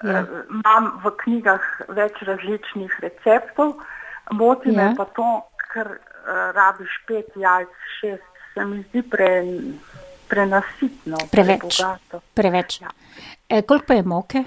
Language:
Slovenian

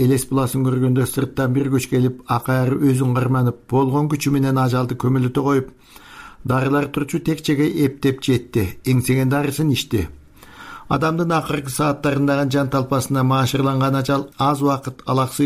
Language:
Kyrgyz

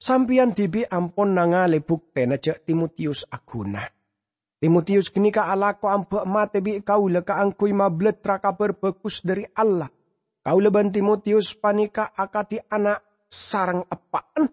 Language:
Madurese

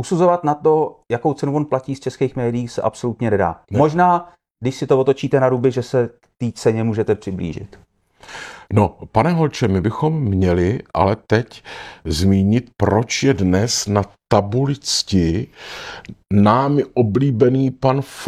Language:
Czech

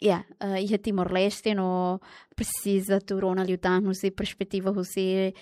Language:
Tetum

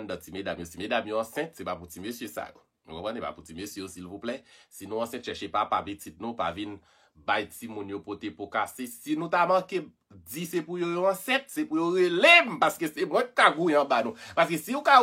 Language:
Haitian Creole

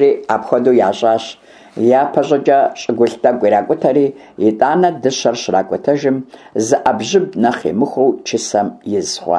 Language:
Kabardian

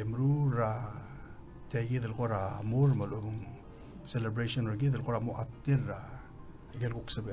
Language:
Palauan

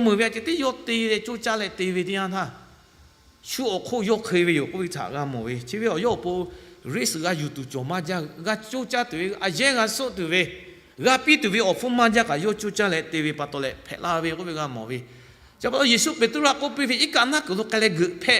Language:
Lahu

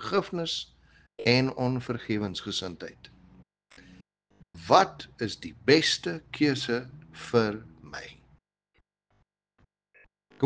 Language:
Afrikaans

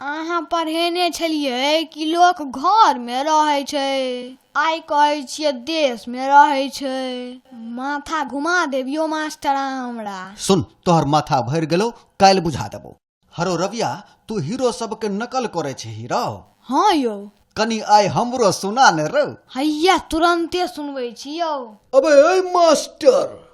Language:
Maithili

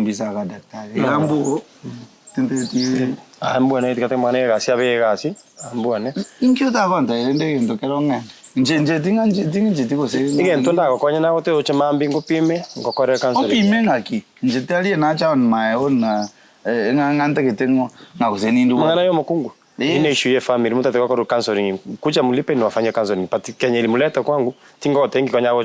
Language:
Gusii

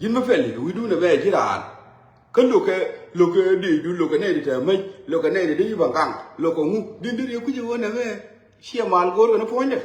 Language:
Nuer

